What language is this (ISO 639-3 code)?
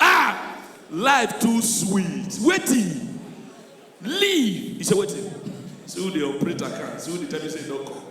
pcm